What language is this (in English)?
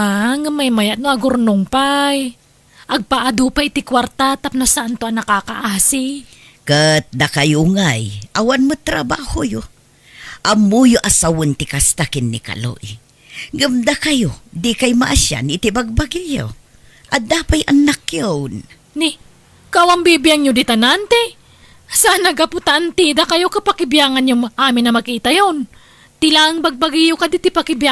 Iloko